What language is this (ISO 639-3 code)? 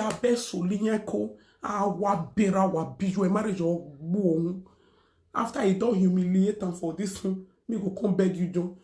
pcm